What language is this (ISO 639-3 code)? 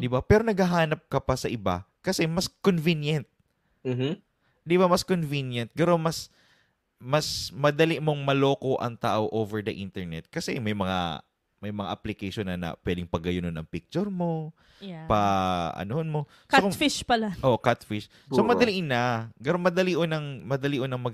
bik